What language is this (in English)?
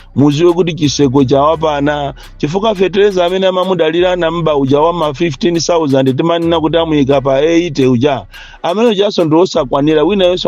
Nyanja